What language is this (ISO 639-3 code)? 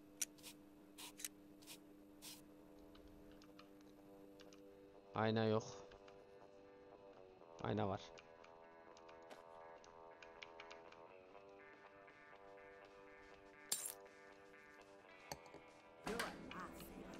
tur